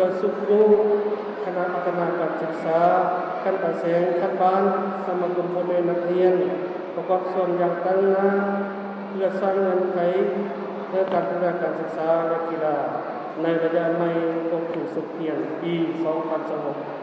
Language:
Lao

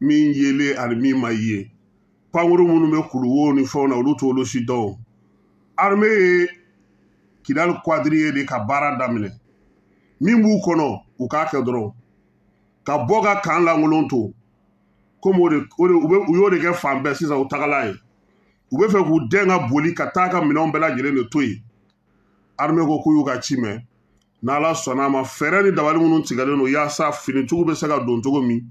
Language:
Bambara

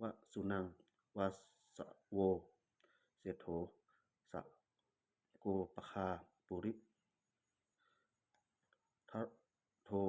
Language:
Pali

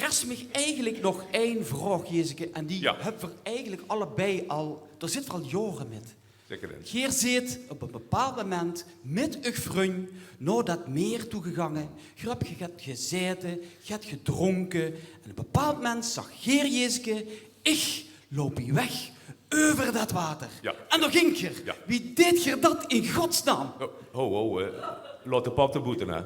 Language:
Limburgish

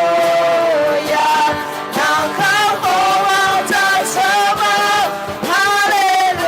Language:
Akha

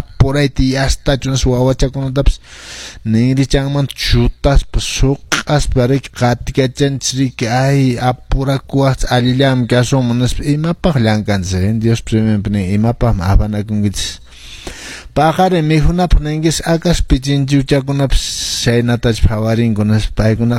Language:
Quechua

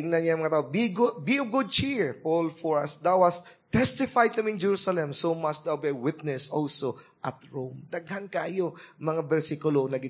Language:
Cebuano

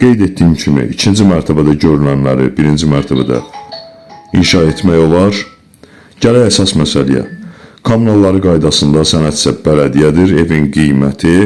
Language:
Azerbaijani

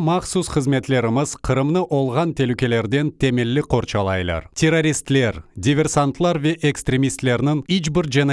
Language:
Crimean Tatar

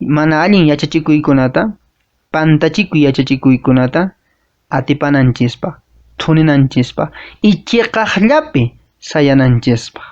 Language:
Quechua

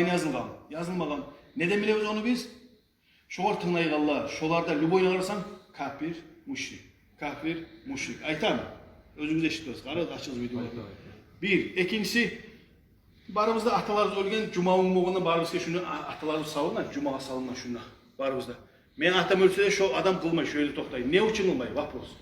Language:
Kumyk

